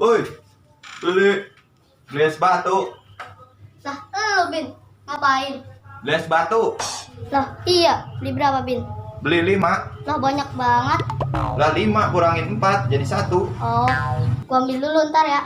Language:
Betawi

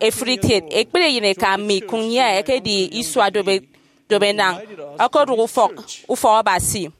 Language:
Efik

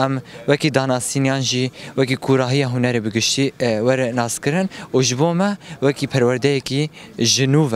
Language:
Kurdish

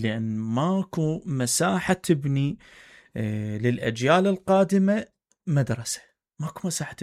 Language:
Mesopotamian Arabic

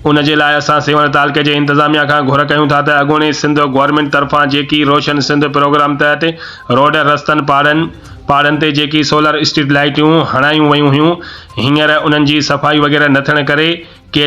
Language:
Sindhi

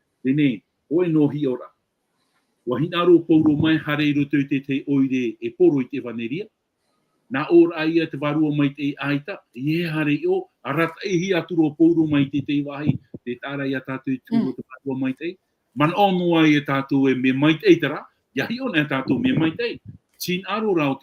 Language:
Tahitian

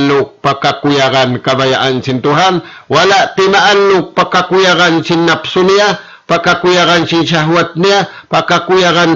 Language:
Tausug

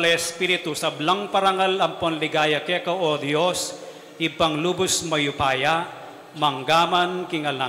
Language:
Pampanga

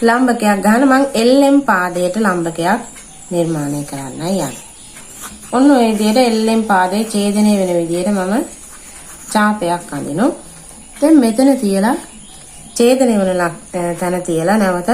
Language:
Sinhala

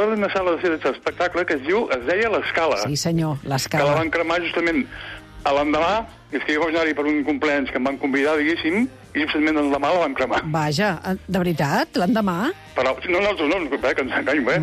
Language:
Catalan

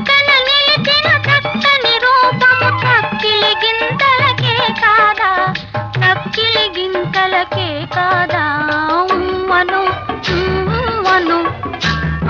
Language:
Telugu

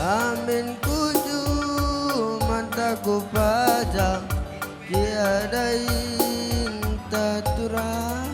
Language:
Batak Karo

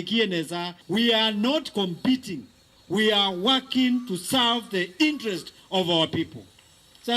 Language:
Kamba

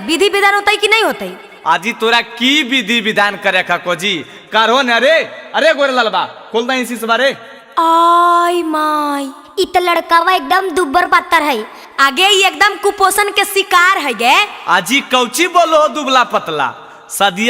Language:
Magahi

